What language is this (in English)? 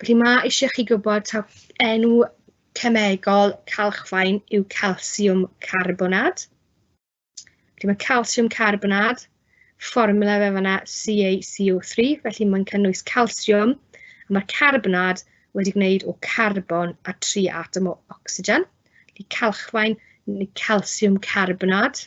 Welsh